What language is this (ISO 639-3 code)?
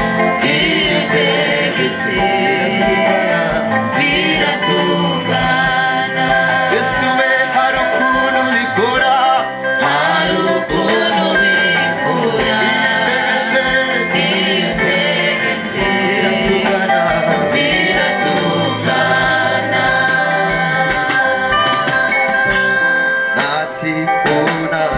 kin